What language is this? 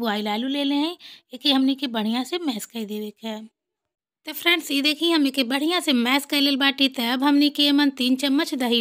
Bhojpuri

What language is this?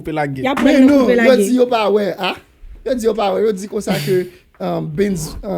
Haitian Creole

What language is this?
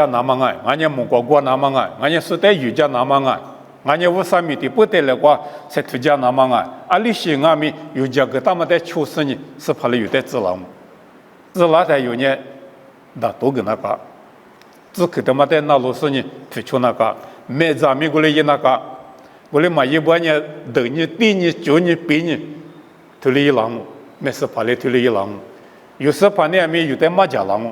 Lisu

